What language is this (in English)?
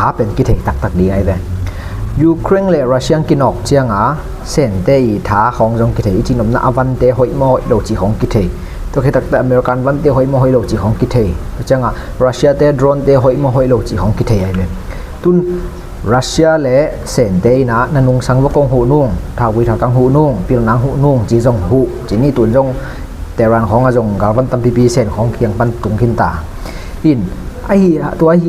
Tedim Chin